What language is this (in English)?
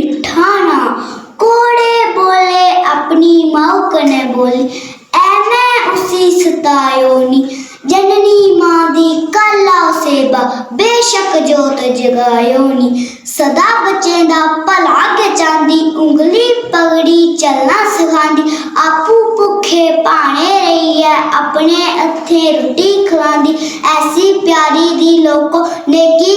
Dogri